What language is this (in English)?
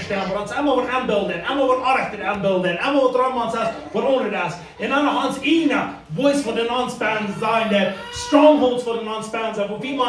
Plautdietsch